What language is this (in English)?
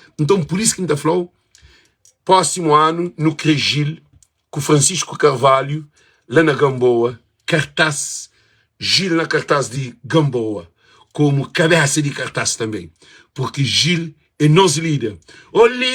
Kabuverdianu